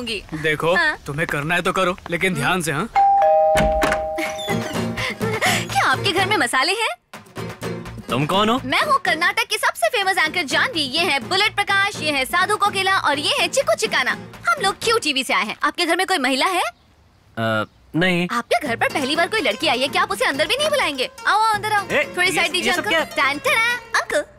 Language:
Hindi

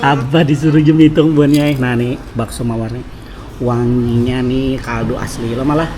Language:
Banjar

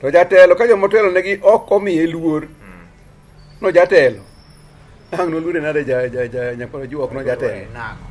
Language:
Luo (Kenya and Tanzania)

